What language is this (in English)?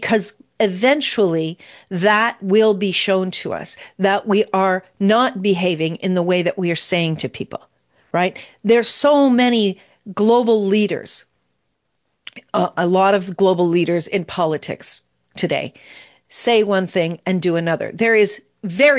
English